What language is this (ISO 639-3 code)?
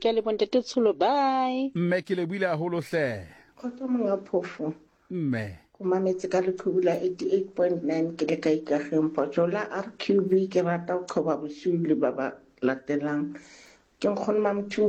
sot